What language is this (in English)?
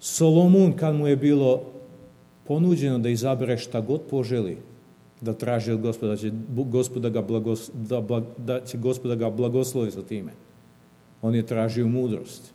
Serbian